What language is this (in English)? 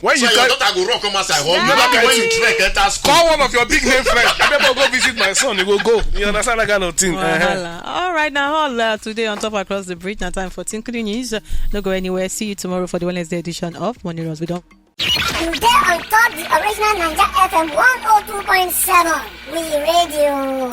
Nigerian Pidgin